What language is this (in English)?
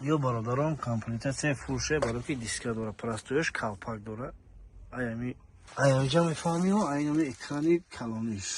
Tajik